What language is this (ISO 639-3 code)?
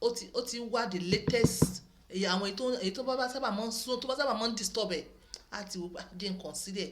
yor